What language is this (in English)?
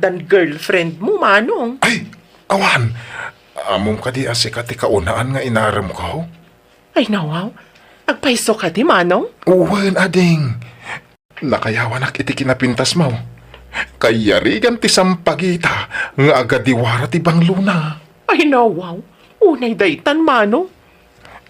Iloko